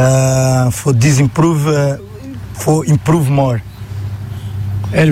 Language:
Turkish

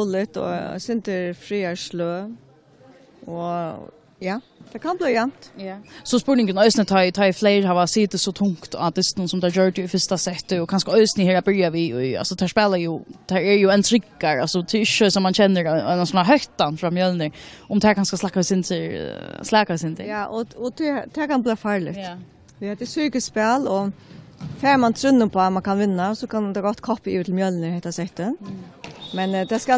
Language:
Faroese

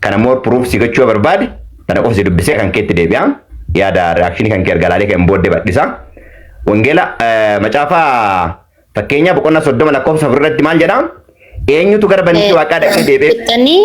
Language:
Oromo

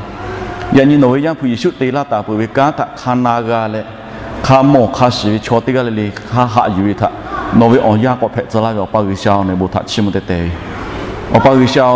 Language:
Lahu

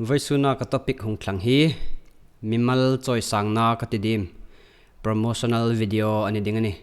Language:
Hmar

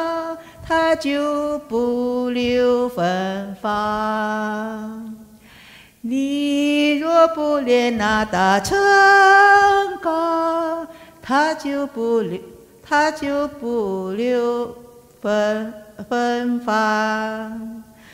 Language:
Chinese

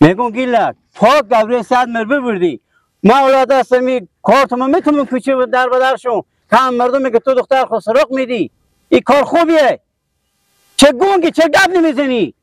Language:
Persian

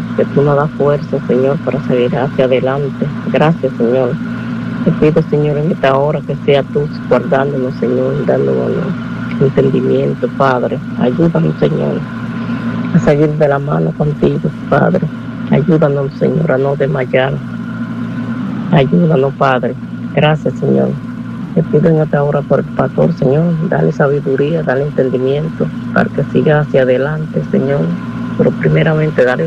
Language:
Spanish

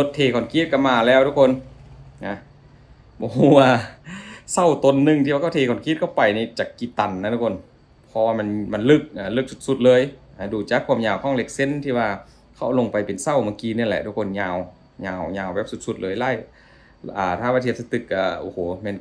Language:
Lao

